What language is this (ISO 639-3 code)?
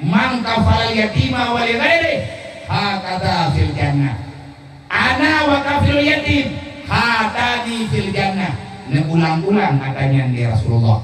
ace